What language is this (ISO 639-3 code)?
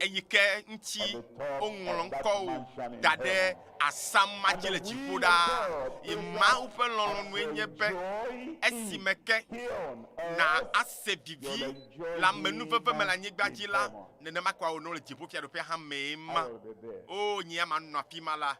ewe